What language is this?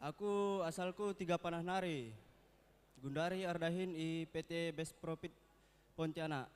Batak Karo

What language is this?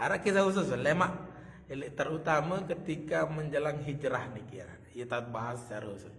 Sasak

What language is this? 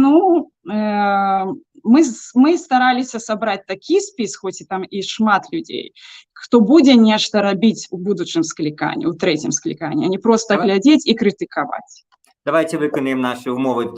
Belarusian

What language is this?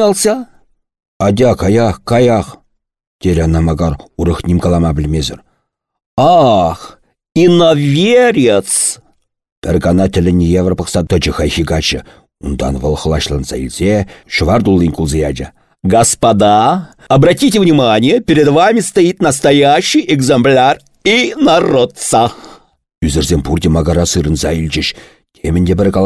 Chuvash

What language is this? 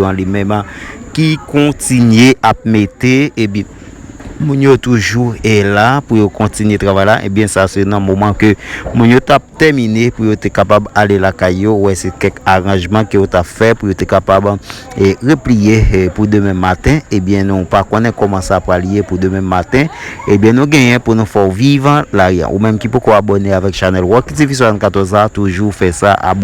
Haitian Creole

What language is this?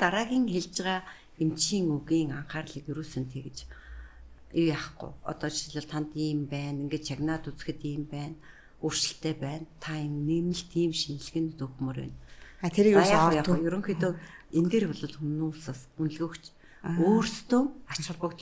Mongolian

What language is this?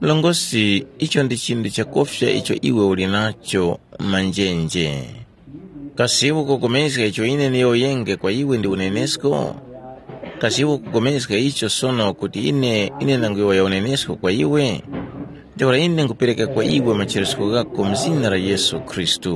Tumbuka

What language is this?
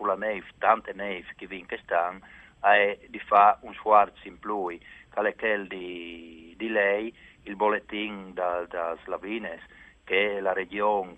Friulian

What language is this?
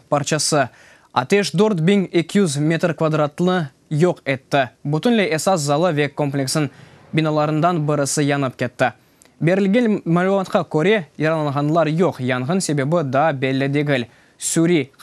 Crimean Tatar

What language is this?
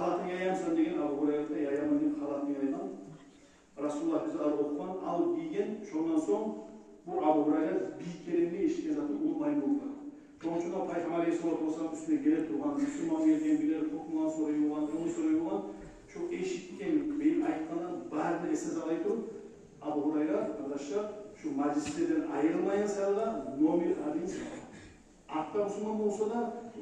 Kumyk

